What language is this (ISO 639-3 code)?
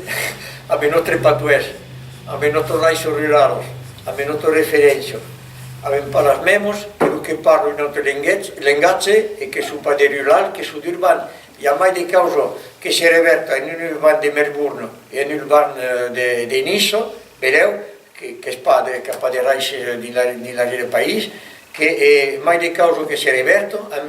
oci